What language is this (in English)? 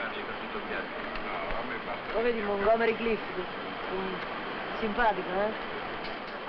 Italian